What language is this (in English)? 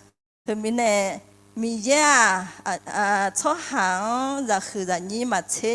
Akha